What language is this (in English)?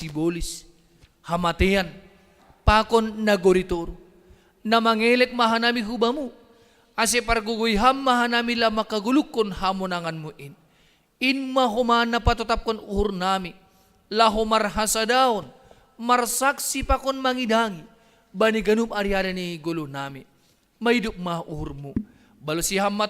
Batak Simalungun